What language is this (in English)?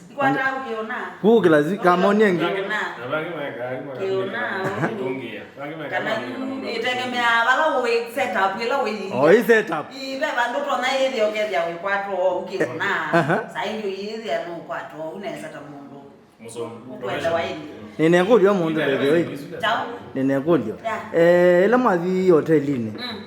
Kamba